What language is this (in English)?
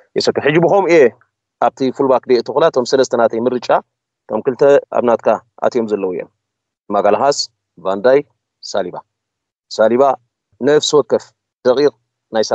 Tigrinya